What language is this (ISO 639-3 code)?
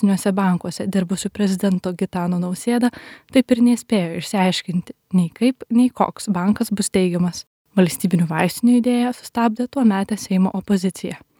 lit